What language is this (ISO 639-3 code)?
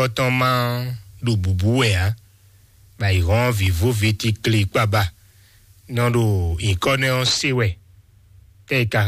fon